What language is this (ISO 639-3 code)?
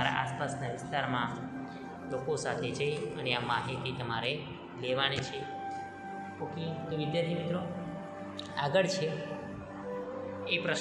guj